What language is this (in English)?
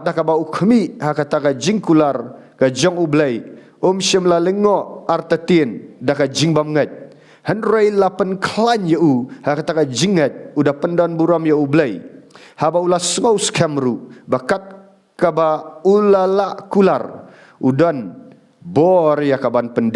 Khasi